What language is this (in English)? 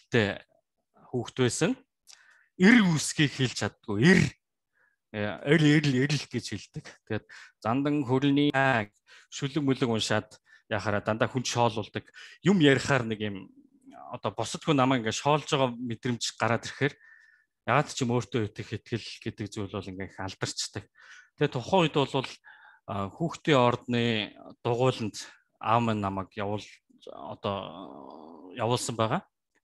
Mongolian